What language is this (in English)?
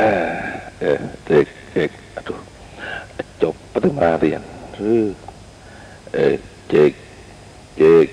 Madurese